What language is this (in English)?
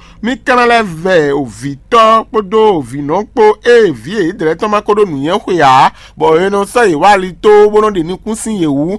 Fon